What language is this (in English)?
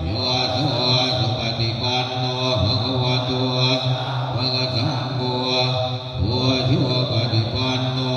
Pali